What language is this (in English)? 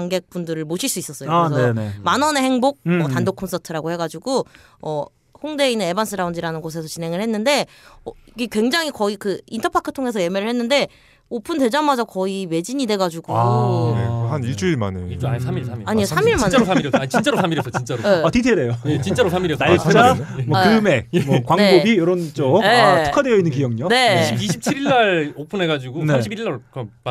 Korean